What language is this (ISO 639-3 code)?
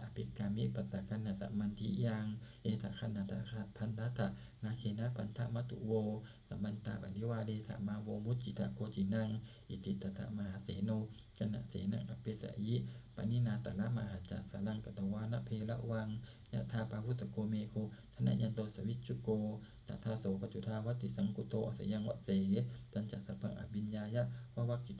pli